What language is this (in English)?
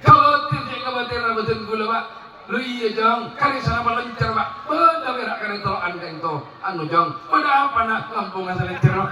Madurese